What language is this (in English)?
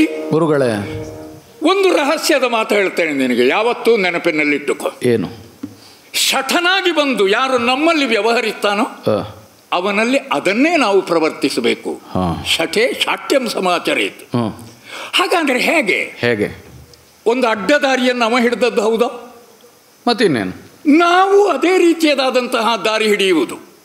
Kannada